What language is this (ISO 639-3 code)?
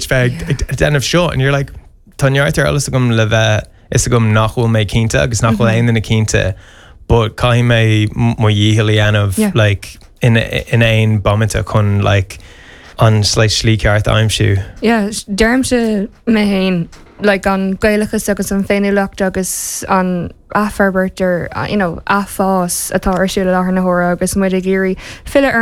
gle